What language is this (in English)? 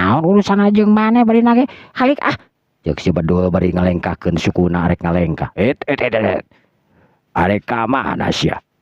Sundanese